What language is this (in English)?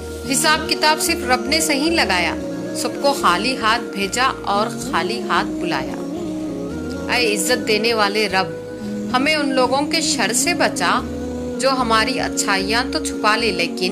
Urdu